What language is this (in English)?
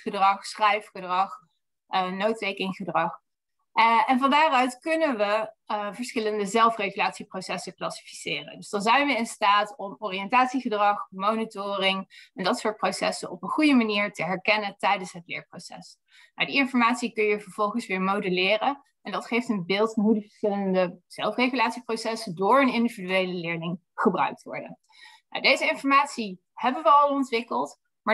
Dutch